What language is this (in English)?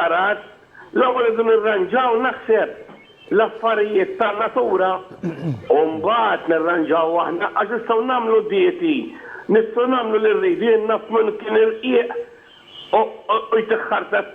Maltese